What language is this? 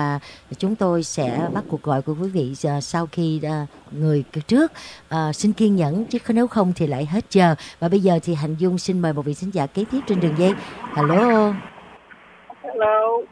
Vietnamese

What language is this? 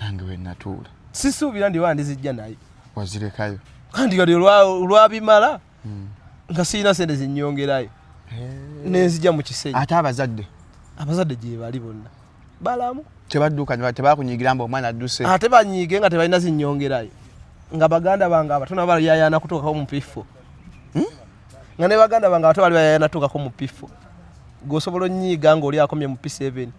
Ganda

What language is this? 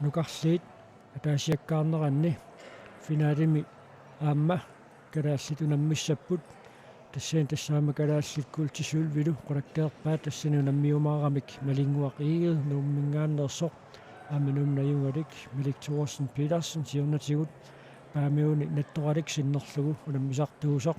Kalaallisut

